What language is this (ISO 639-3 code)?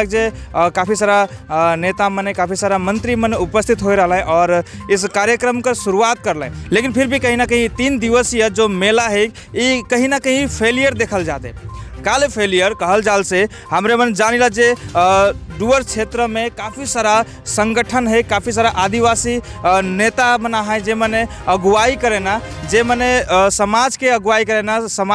sck